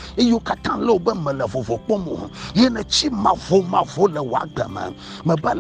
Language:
Ewe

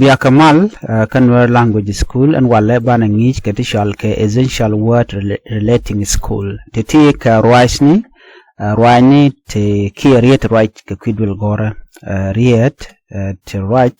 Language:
Nuer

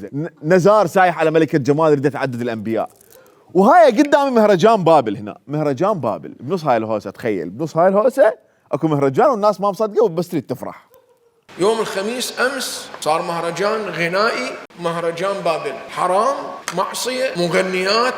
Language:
Mesopotamian Arabic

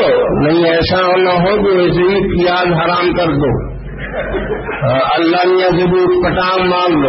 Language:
Urdu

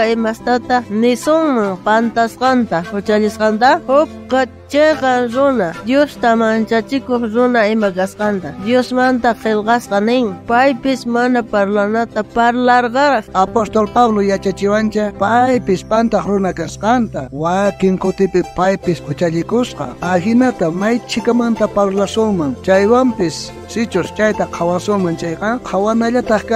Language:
South Bolivian Quechua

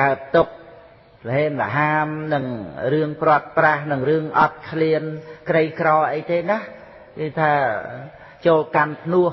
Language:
Khmer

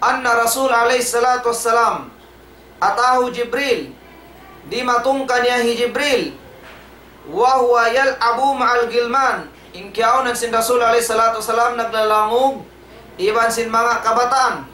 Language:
Tausug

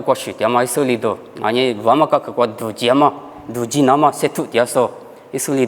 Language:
Lisu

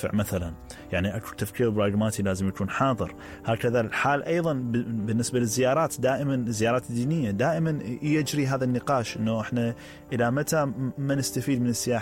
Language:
Mesopotamian Arabic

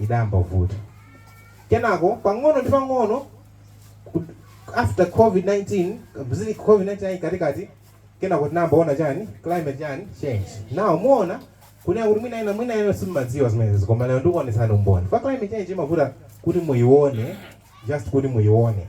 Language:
Nyanja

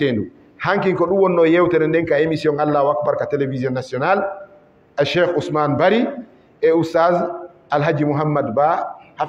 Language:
Fula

